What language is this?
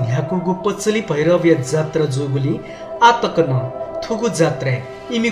Newari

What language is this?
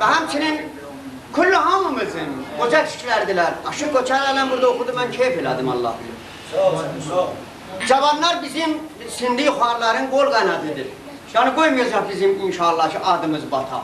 South Azerbaijani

